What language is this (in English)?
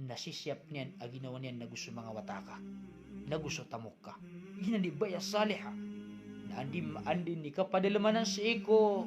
Maranao